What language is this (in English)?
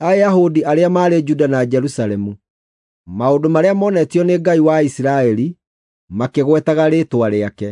Kikuyu